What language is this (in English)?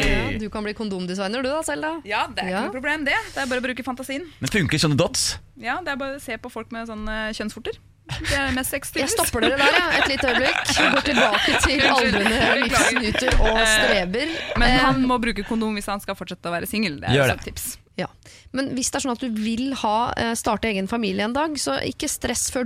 Norwegian